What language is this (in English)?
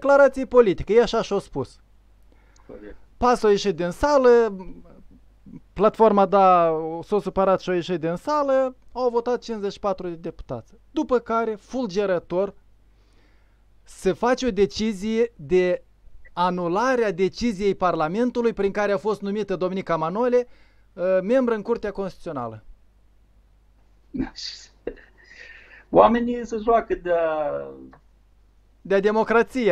Romanian